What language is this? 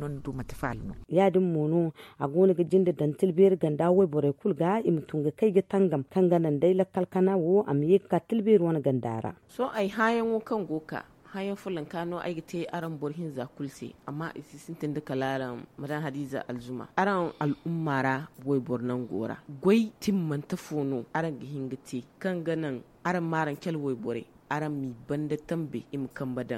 Zarma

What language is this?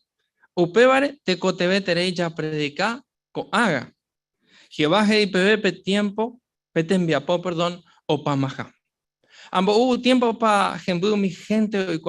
Guarani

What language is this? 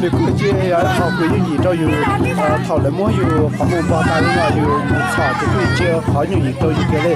Hmong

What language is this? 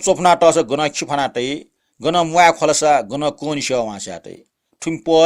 Newari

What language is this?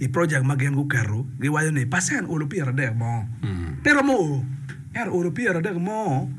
Acoli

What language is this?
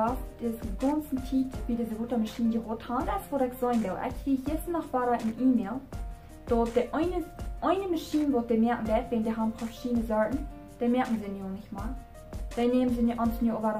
Plautdietsch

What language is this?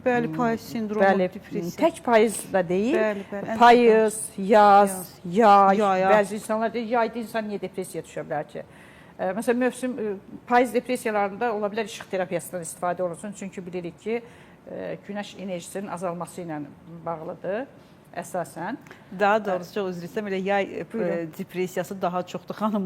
Azerbaijani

